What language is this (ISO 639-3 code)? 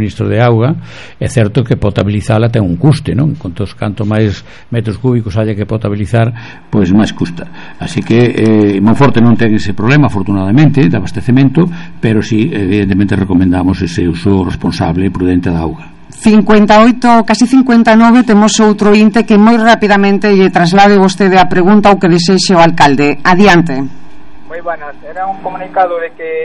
glg